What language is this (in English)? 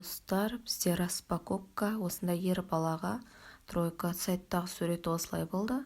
Kazakh